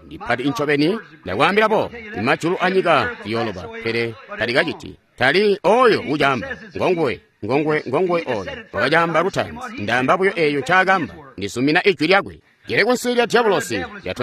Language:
Tonga (Zambia)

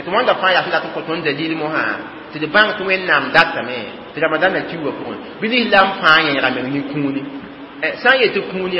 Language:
Mossi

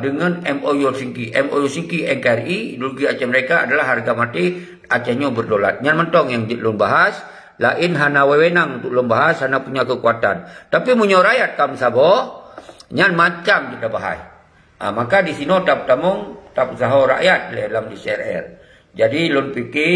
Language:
Achinese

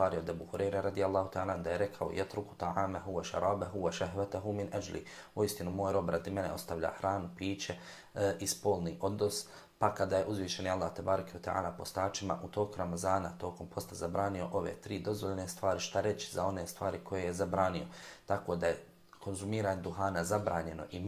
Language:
Bosnian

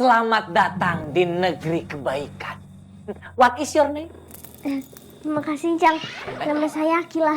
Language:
Betawi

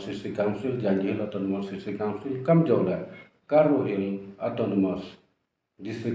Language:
Pnar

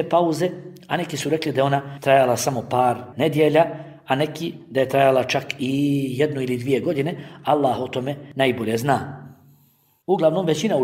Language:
Bosnian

